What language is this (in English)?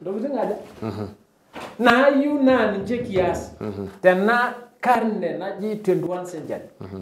Masai